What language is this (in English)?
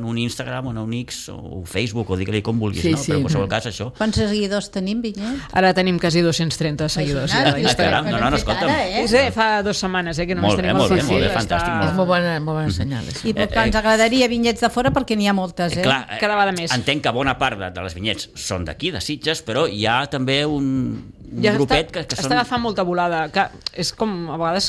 Catalan